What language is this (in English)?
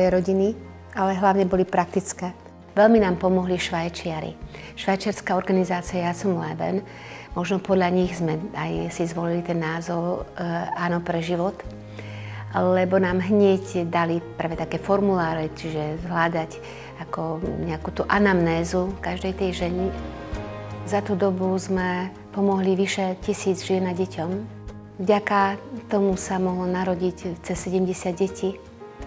Slovak